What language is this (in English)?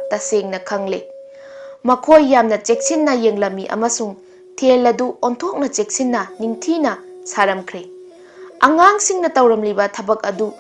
Manipuri